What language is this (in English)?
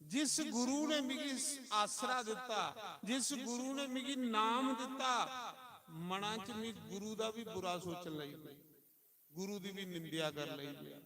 Dogri